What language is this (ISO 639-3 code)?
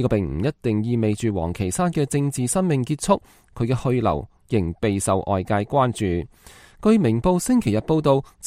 yue